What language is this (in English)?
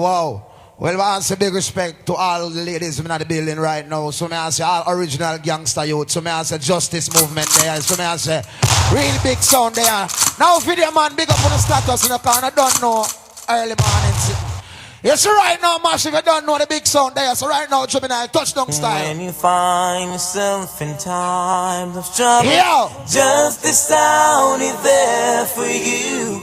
Jamaican Creole English